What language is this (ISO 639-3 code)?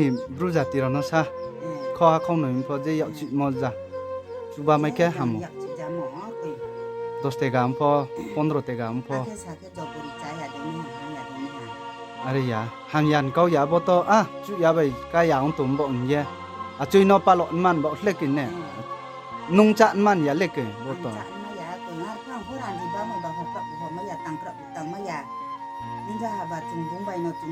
ria